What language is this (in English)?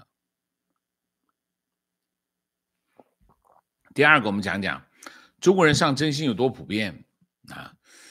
Chinese